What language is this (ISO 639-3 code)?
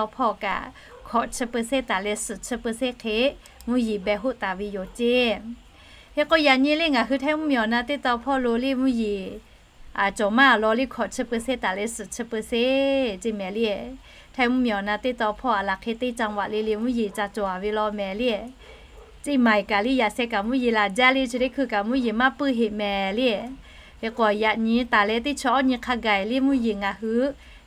lhu